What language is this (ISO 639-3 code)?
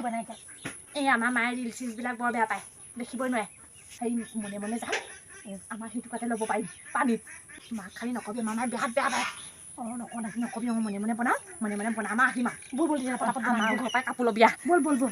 asm